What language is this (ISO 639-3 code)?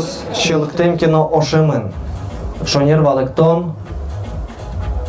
udm